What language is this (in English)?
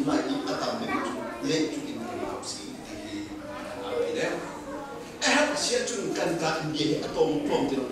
Hakha Chin